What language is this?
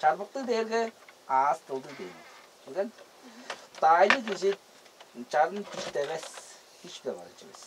Tuvinian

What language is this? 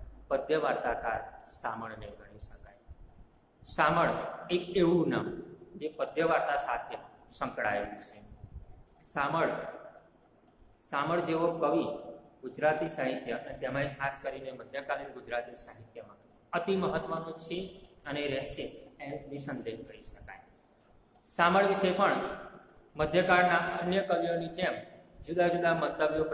Gujarati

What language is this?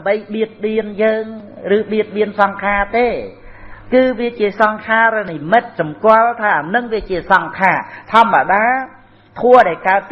Khmer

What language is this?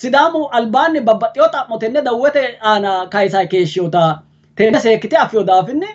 Sidamo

